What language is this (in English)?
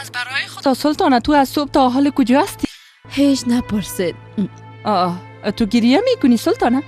Persian